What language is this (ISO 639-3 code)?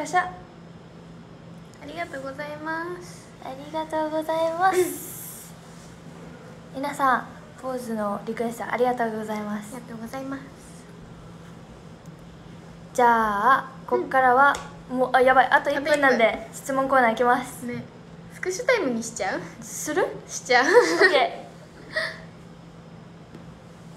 jpn